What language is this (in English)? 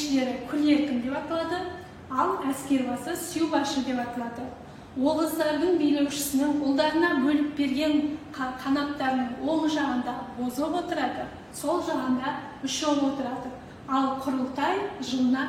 Kazakh